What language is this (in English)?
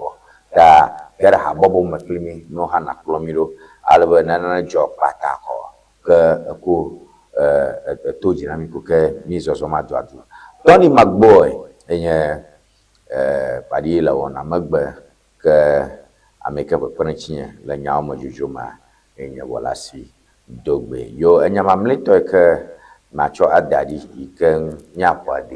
Ewe